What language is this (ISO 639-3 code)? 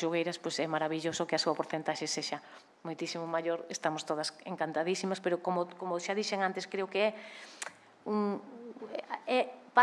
glg